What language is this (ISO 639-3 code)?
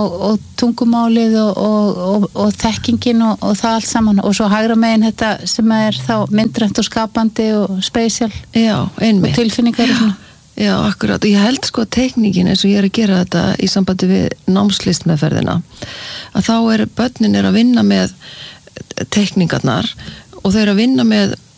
isl